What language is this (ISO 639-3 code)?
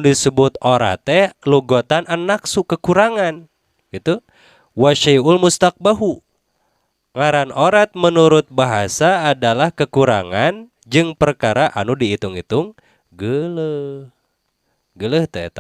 sun